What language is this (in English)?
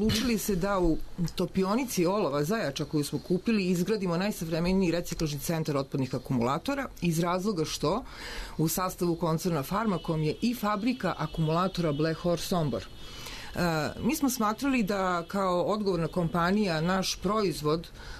Serbian